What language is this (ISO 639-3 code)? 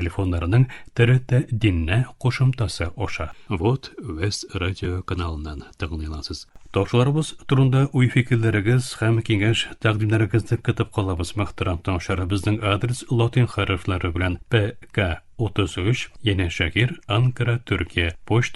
tat